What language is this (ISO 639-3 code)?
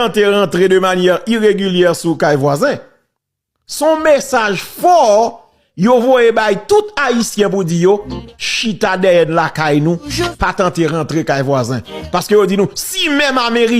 hat